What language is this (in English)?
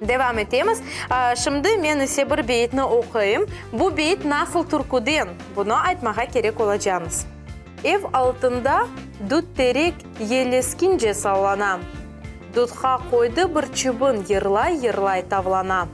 Crimean Tatar